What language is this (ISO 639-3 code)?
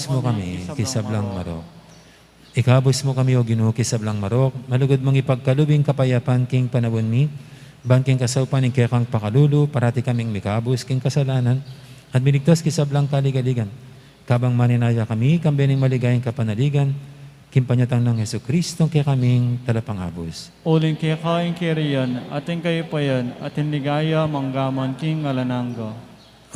pam